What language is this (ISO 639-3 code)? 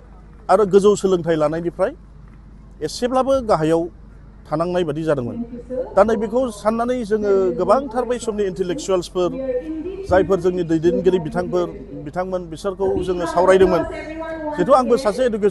brx